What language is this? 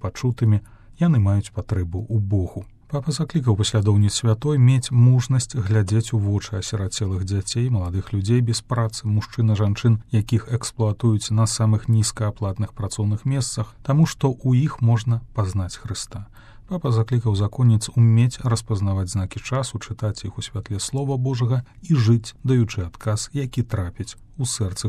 Belarusian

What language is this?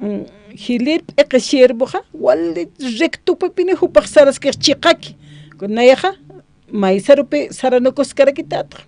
Aymara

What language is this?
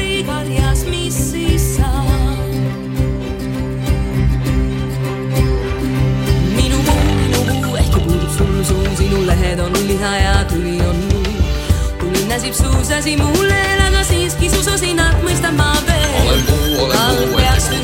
Estonian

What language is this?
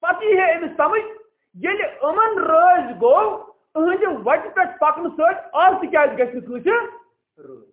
Kashmiri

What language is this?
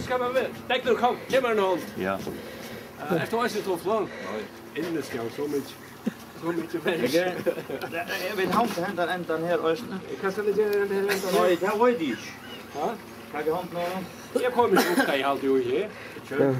Faroese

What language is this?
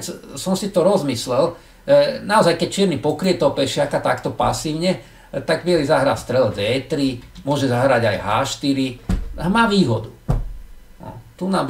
Slovak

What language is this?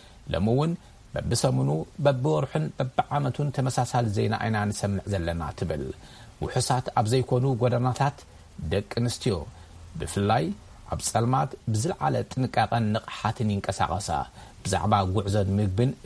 Tigrinya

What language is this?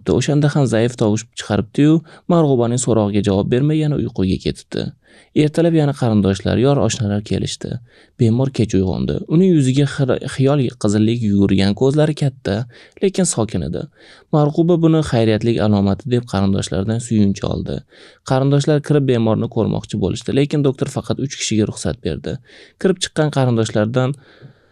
Uzbek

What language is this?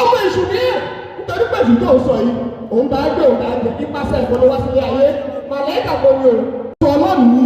Yoruba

